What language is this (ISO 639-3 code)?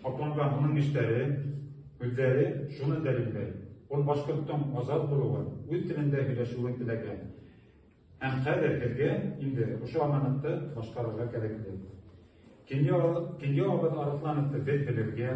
bak